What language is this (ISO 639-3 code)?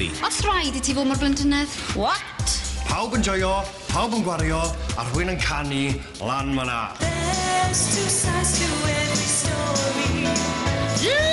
cym